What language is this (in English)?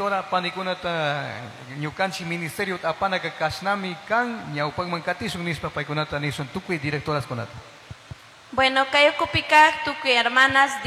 Chimborazo Highland Quichua